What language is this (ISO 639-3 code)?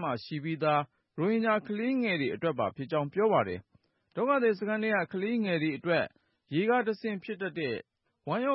mya